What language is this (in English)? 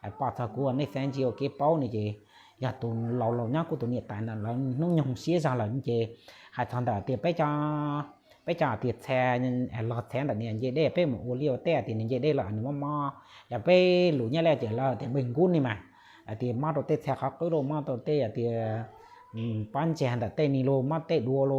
Hmong